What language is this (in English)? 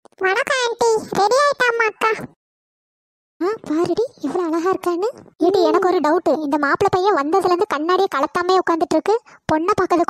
Tamil